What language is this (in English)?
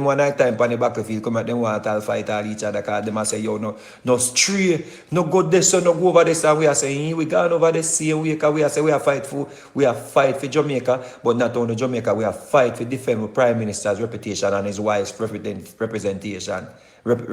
Jamaican Creole English